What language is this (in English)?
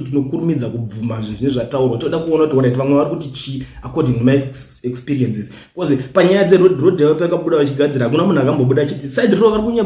Shona